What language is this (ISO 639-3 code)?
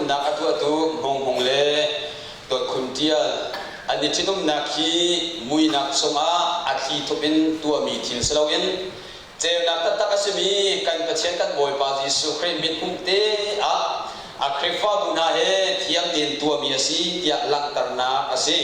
cnh